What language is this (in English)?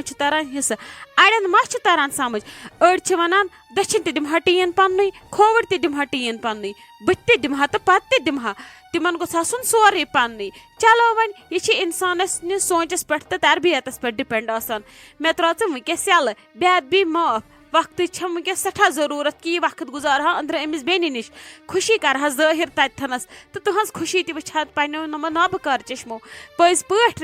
Kashmiri